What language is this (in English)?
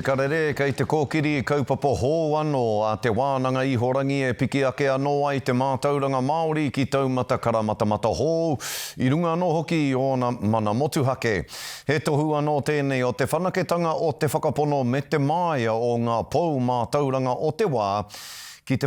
Māori